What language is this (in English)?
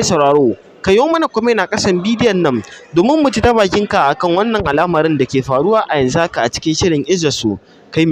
Hausa